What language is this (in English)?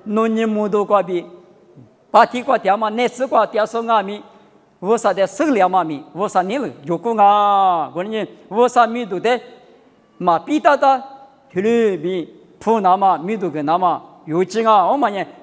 Lisu